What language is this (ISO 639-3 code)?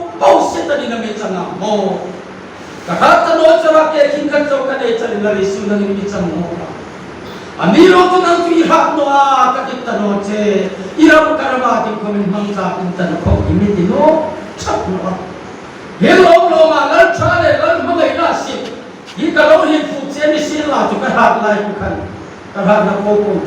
hmr